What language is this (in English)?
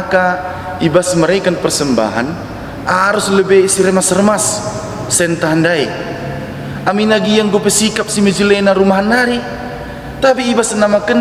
Batak Karo